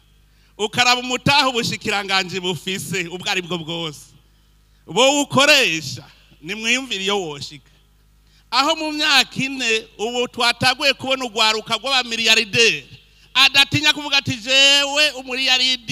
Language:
Rundi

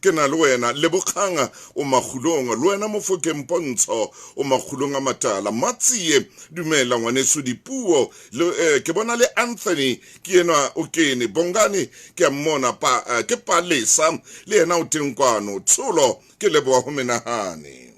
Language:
Southern Sotho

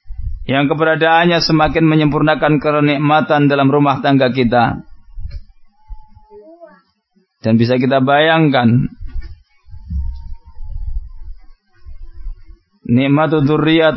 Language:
Indonesian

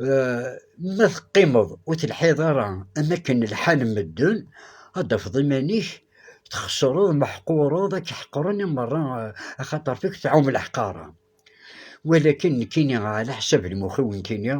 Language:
Kabyle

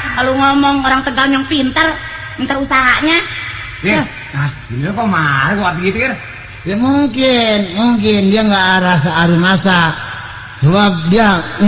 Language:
Betawi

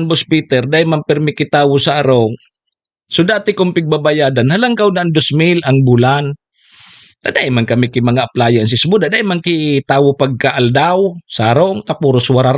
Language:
Bikol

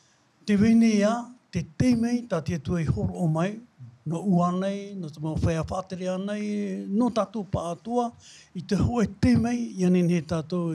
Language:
Tahitian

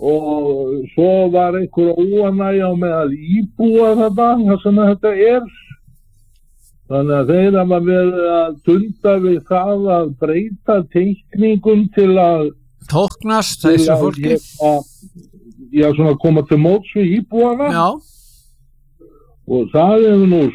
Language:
Icelandic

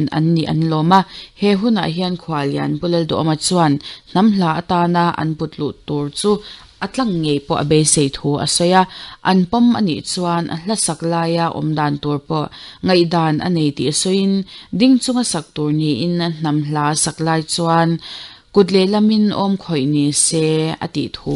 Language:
Mizo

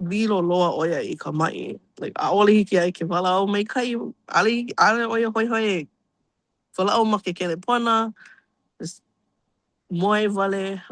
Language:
Hawaiian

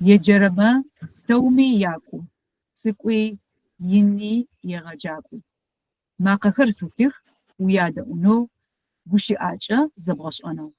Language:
Adyghe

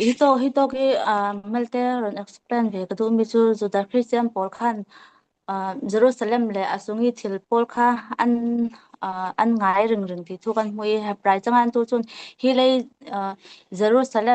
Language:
Falam Chin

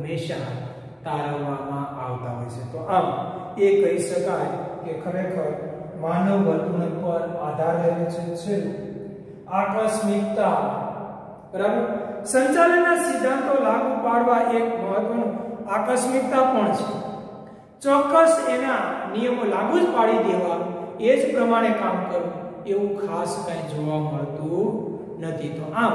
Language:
Gujarati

